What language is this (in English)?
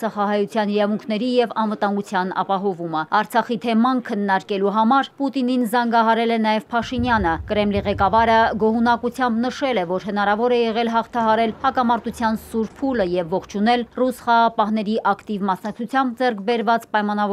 Armenian